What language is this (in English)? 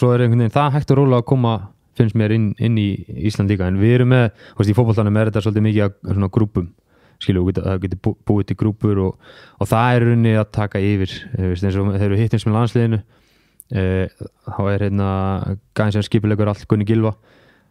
Icelandic